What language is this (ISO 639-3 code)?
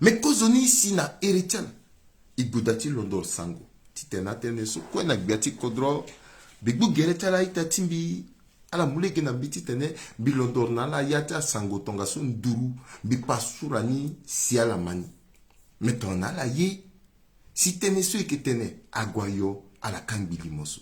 sag